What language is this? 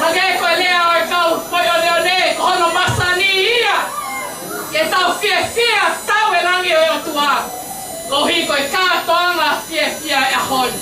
Tongan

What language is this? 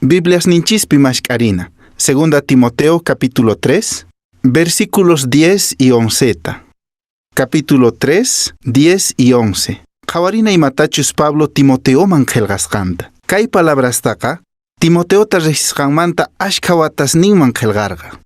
Quechua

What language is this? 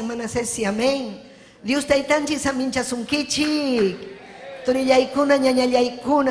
Ayacucho Quechua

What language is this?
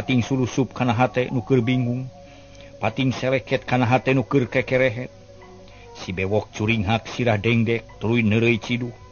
Sundanese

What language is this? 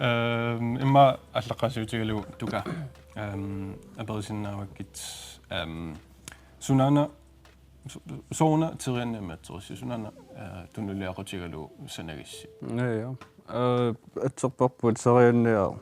Kalaallisut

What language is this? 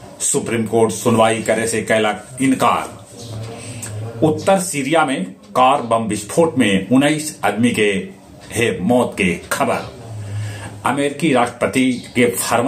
Magahi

